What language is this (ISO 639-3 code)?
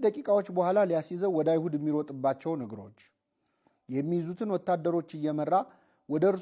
amh